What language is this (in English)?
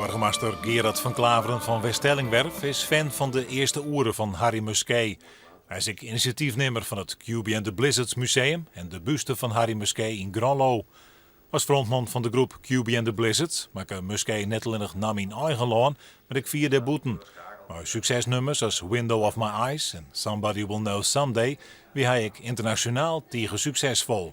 Western Frisian